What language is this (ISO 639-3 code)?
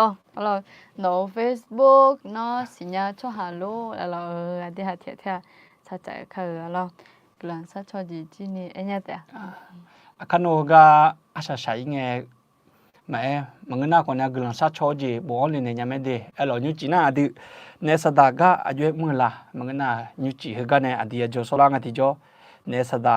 ahk